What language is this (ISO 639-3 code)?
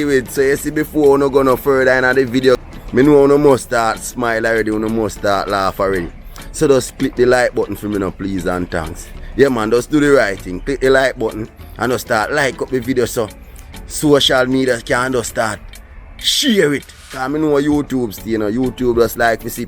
jam